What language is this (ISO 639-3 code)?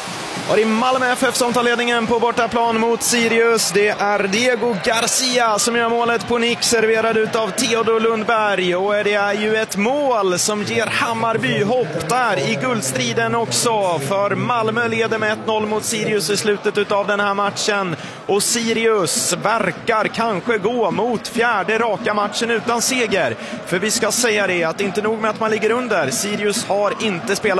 swe